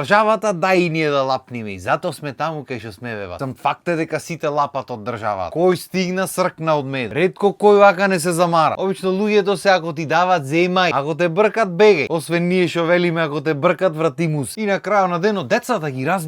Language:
Macedonian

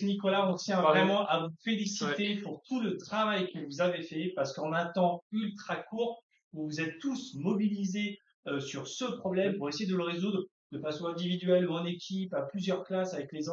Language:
French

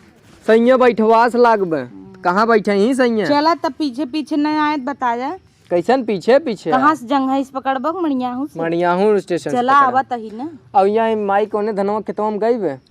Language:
Awadhi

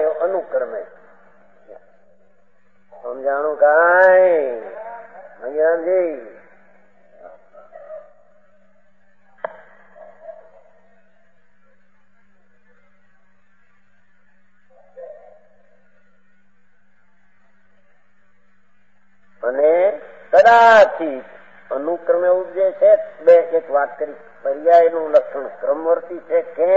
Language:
Gujarati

